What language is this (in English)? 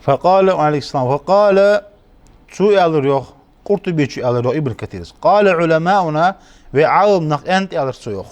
Ingush